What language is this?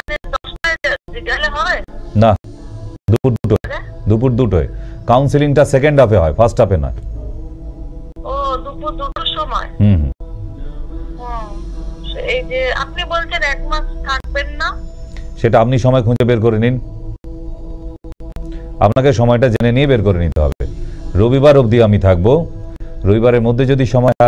Bangla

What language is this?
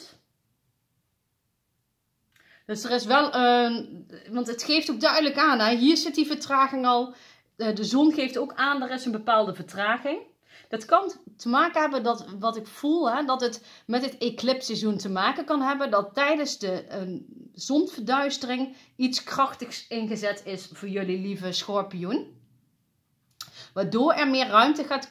Dutch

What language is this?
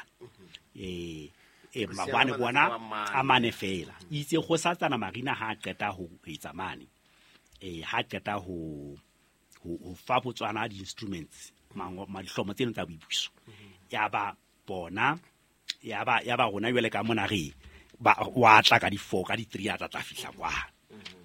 Southern Sotho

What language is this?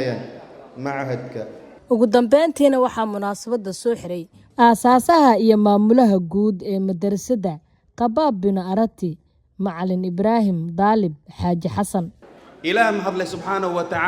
Somali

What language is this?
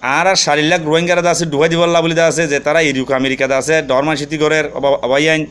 Rohingya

